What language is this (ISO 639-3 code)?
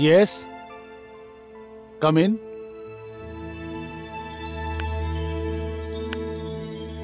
bho